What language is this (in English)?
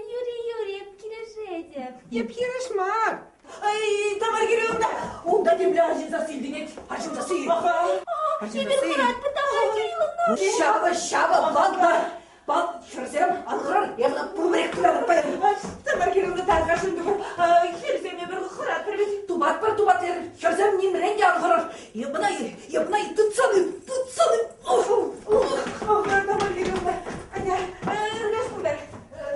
Chuvash